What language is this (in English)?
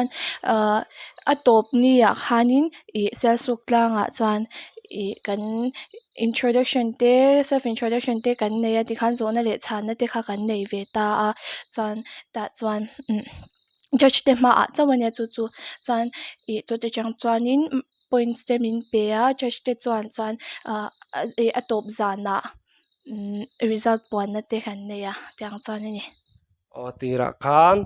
Mizo